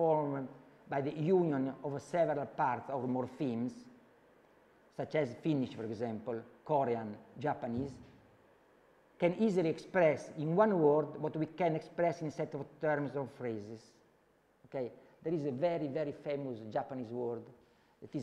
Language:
English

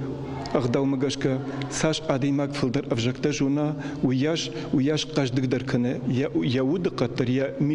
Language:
Ossetic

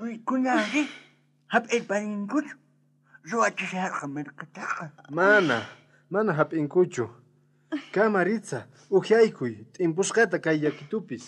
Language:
South Bolivian Quechua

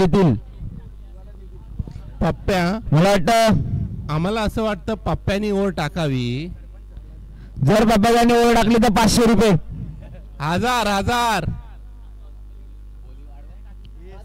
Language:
Marathi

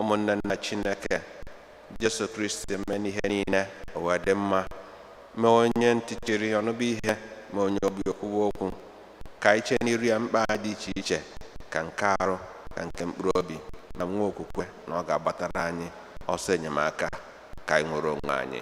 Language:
Igbo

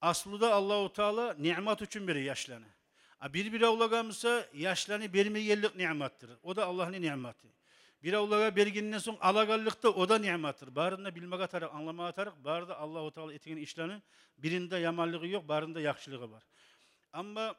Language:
Kumyk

